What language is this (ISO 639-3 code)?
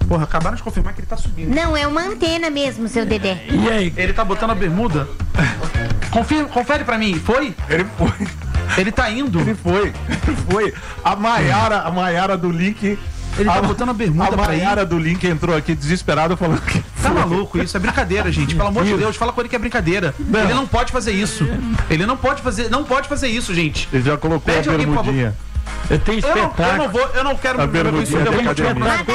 por